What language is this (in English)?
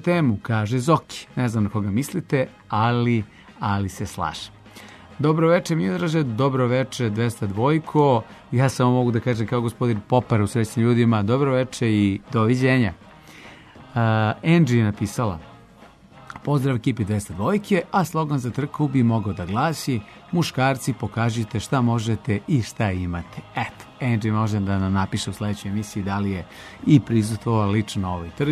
Serbian